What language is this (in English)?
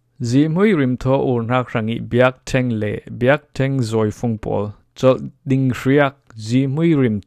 Falam Chin